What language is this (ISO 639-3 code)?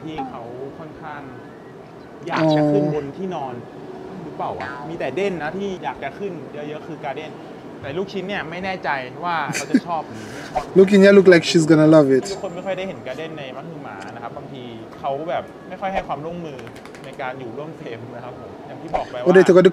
tha